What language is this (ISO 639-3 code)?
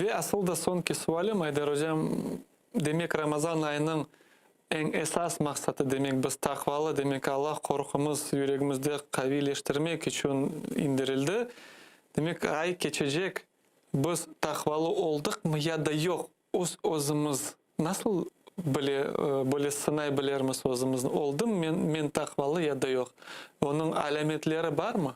crh